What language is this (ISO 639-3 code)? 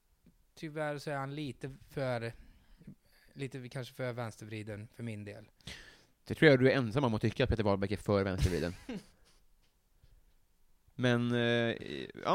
swe